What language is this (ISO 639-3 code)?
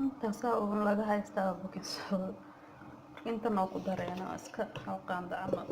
som